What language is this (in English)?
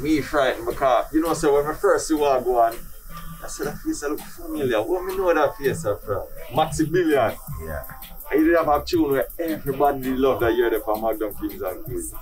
Jamaican Creole English